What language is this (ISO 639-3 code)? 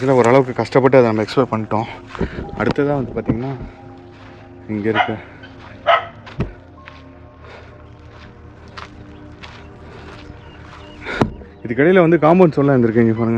tam